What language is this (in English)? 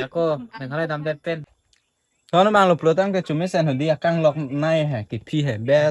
Karbi